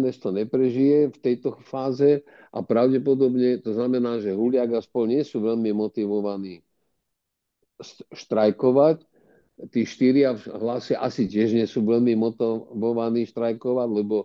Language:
Slovak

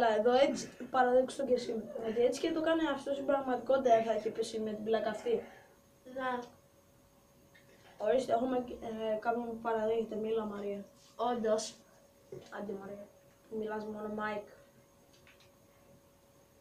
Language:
Greek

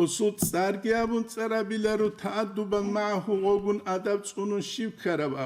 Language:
Avaric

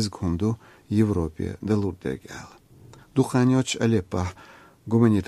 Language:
Chechen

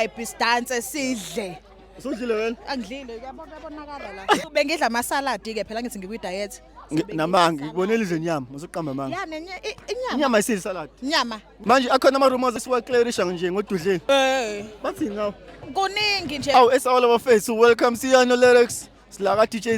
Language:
Zulu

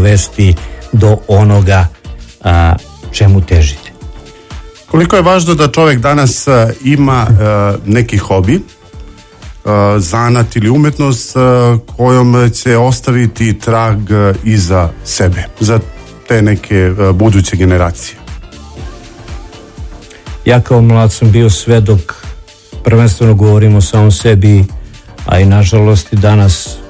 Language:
Serbian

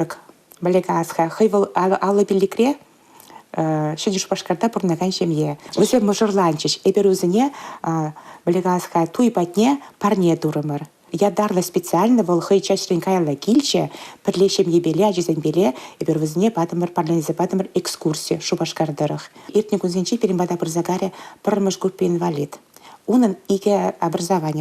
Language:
Chuvash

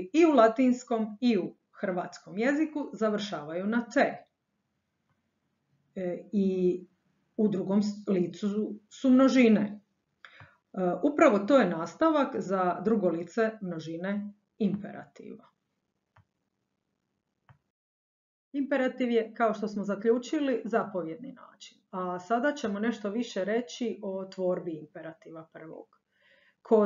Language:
Croatian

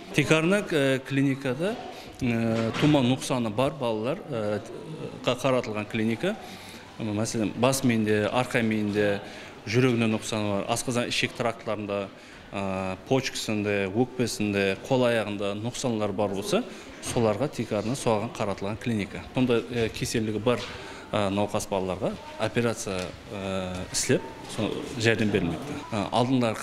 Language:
Kara-Kalpak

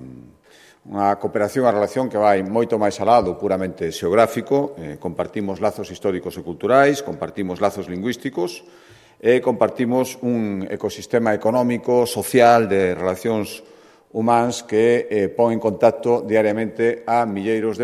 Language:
Galician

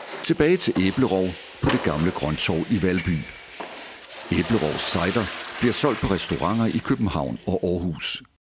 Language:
Danish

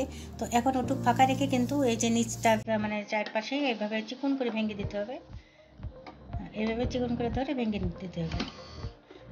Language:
Bangla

